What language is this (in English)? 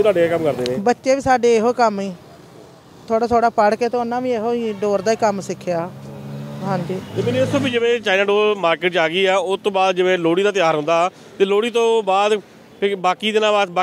Punjabi